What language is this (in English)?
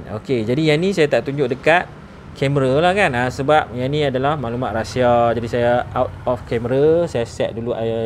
Malay